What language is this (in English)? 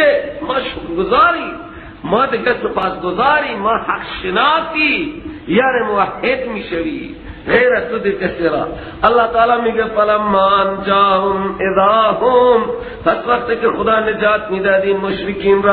Persian